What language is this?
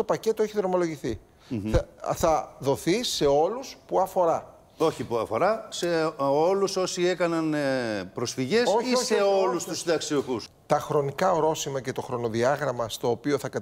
Greek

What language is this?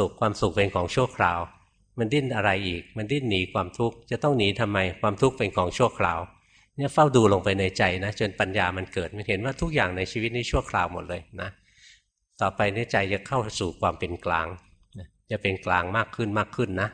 Thai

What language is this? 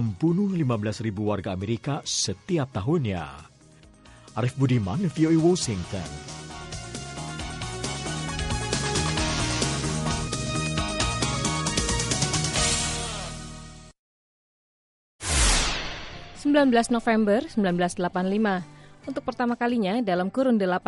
Indonesian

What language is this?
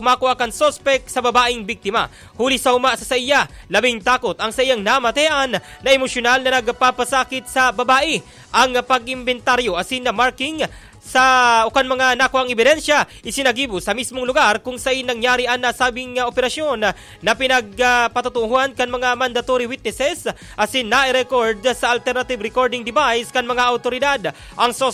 Bikol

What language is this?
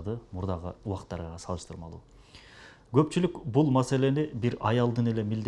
Kyrgyz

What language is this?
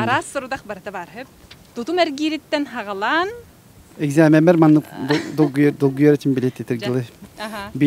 Yakut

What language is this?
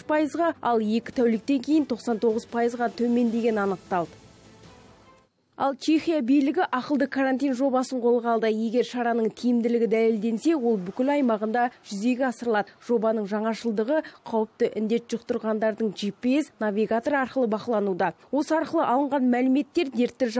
Kazakh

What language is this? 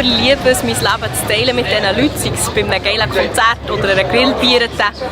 Swiss German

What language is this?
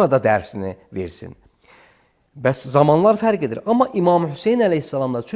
Azerbaijani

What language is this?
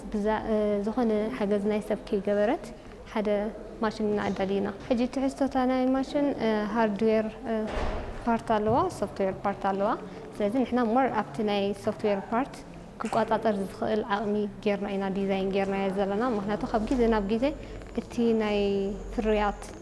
Tigrinya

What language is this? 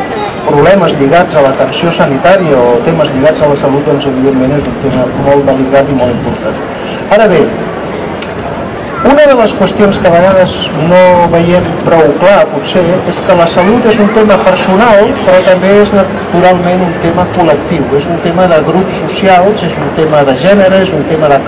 Catalan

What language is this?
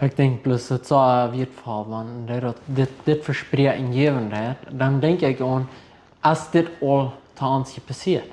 Plautdietsch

